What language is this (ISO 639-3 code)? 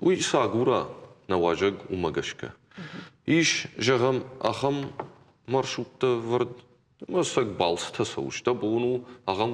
oss